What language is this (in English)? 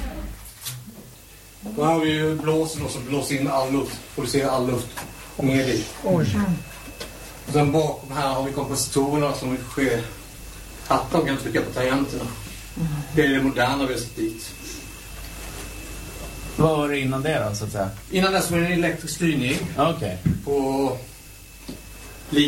Swedish